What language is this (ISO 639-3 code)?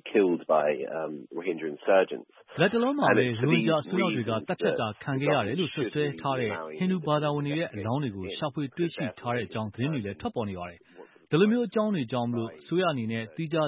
mya